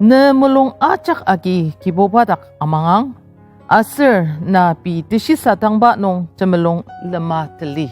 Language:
Ao Naga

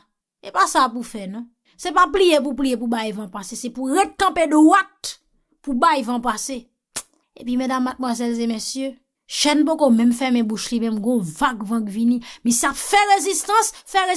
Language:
Haitian Creole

